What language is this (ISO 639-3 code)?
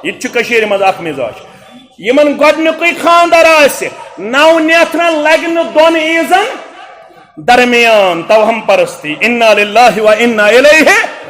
kas